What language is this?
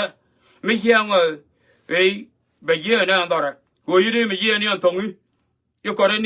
Nuer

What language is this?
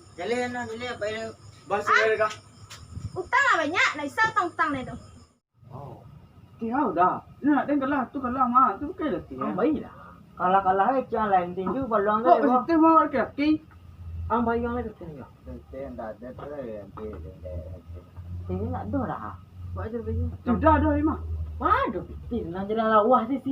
Minangkabau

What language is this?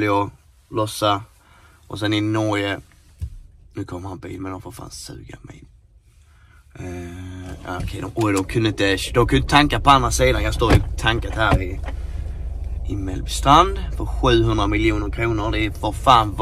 Swedish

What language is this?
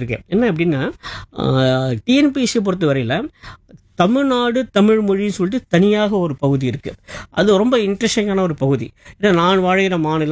Tamil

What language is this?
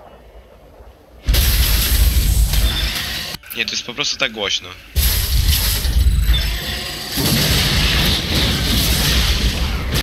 Polish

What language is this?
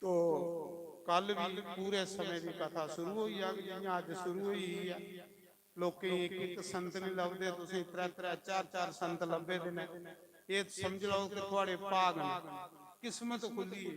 Dogri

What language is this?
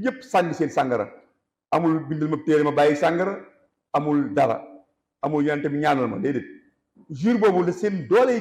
Wolof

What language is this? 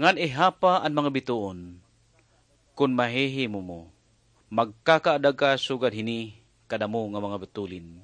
Waray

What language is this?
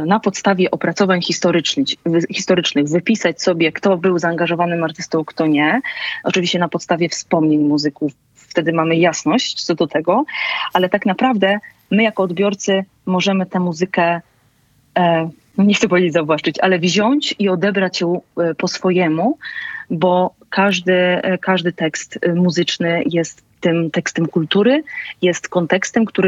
Polish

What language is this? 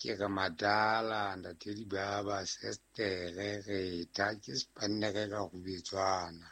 Southern Sotho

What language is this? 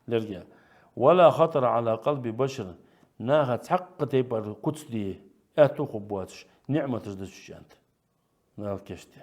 Ingush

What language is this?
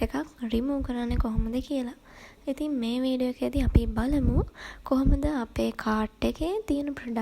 Sinhala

